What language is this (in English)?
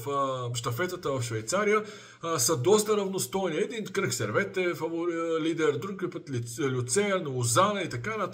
Bulgarian